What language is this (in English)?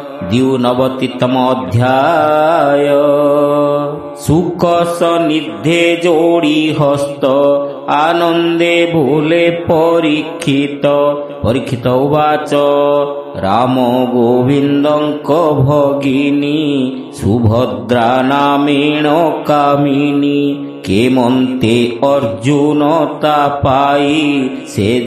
Odia